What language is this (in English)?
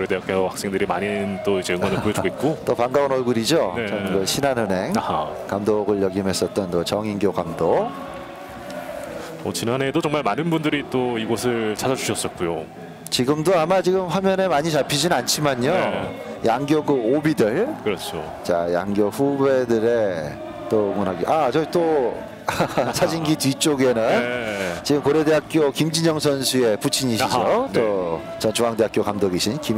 Korean